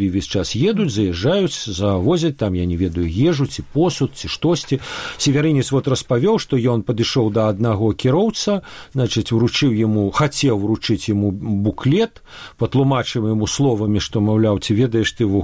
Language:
Belarusian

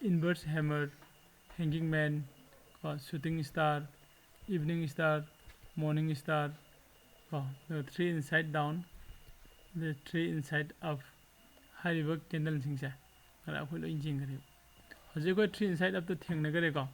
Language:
Manipuri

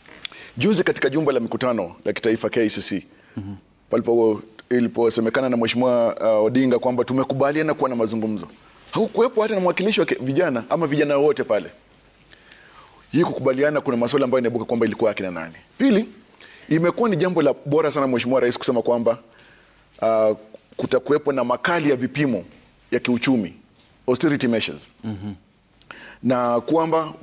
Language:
Swahili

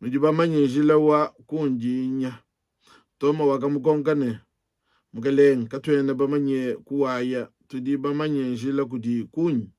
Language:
Luba-Lulua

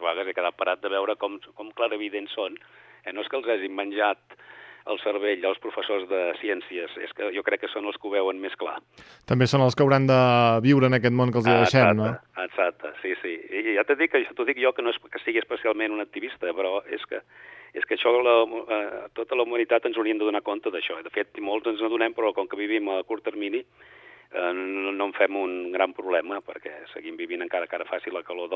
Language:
Catalan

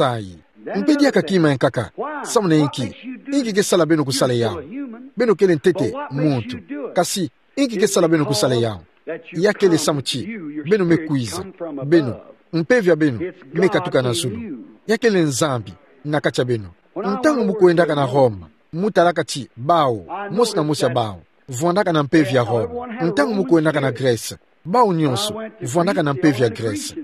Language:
Kituba (Democratic Republic of Congo)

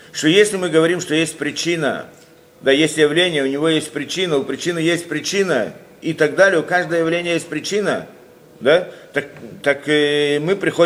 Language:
Russian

